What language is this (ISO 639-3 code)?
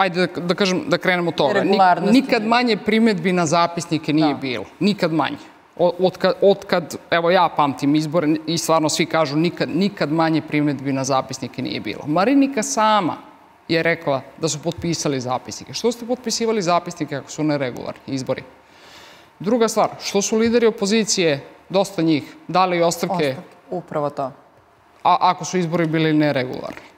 srp